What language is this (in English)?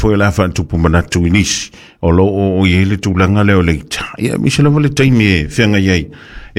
Samoan